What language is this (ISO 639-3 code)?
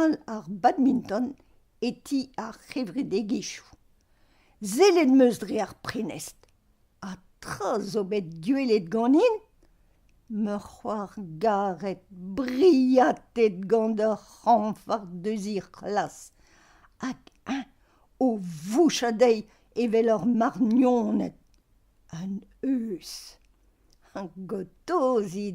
bre